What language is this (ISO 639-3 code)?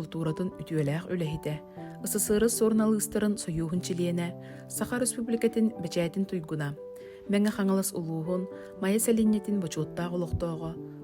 sah